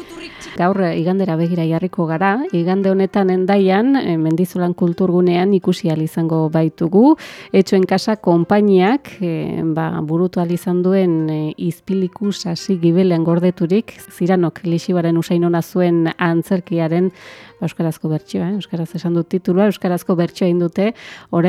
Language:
Basque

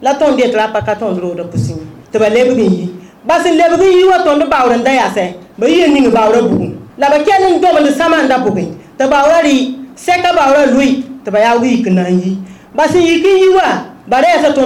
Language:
Mossi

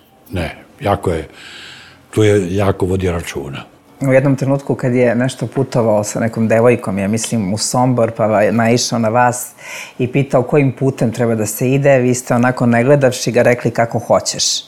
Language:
Serbian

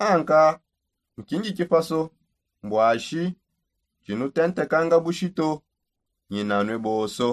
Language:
Songe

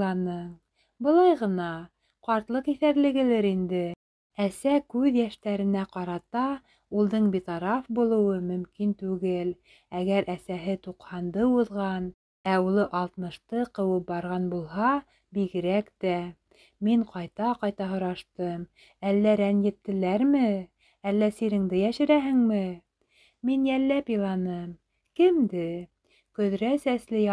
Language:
Bashkir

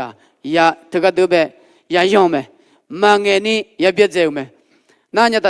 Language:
Akha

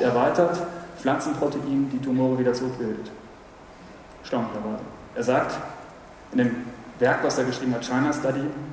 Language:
German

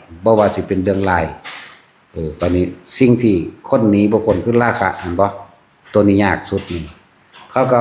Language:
Lao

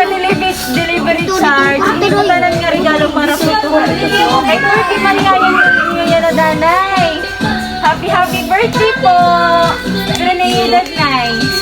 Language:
Waray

